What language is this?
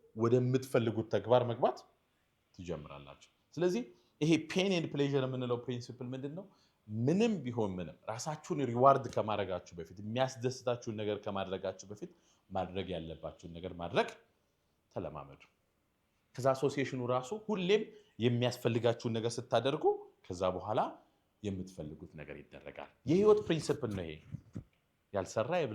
Amharic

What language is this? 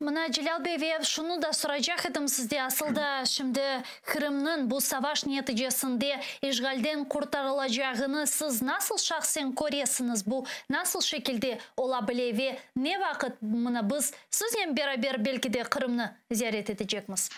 Crimean Tatar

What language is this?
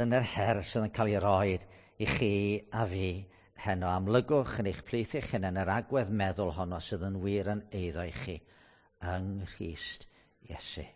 Welsh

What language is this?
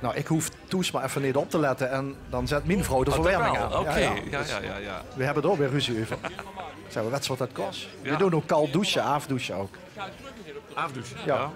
Limburgish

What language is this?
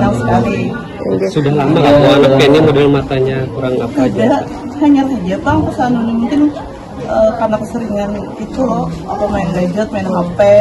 Banjar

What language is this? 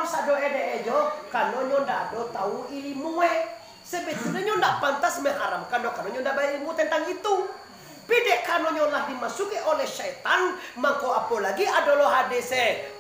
Minangkabau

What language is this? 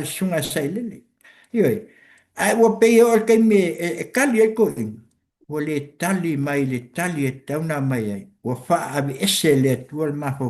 Samoan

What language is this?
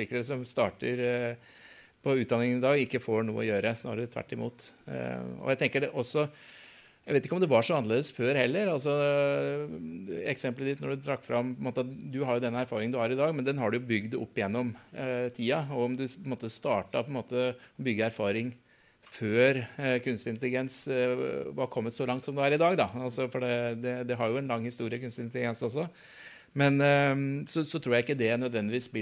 Norwegian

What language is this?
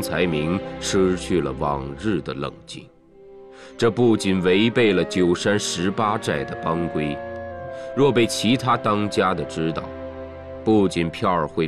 Chinese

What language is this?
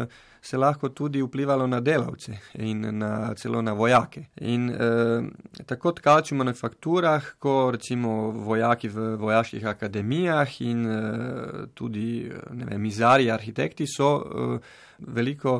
Slovenian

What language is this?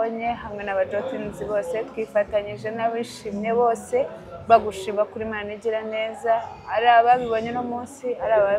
Kinyarwanda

